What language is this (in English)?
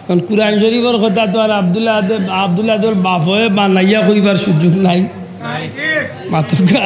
Sylheti